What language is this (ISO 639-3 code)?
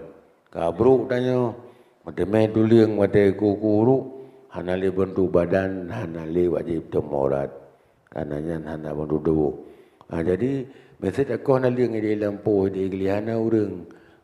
ace